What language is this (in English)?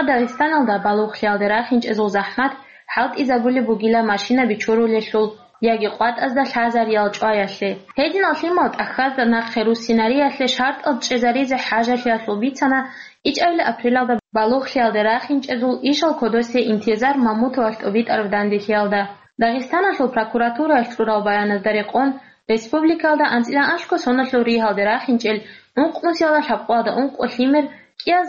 Avaric